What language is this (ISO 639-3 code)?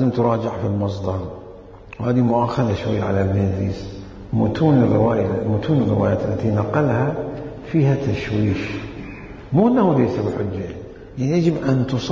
acm